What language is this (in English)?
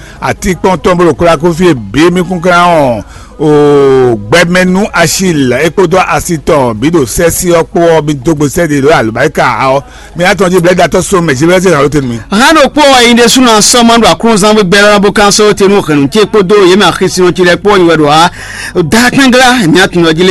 Fon